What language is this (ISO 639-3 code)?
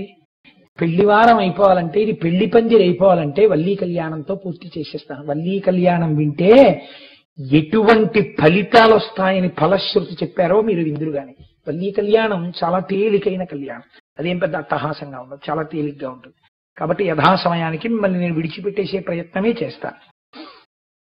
tel